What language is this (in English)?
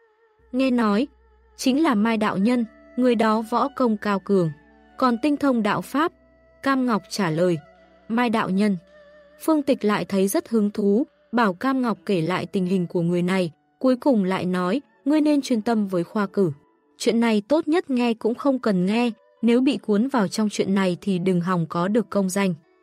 Vietnamese